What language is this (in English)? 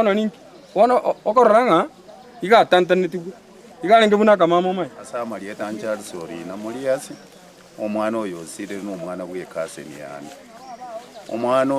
Gusii